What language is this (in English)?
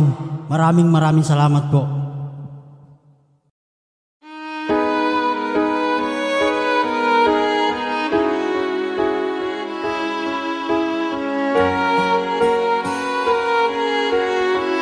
Filipino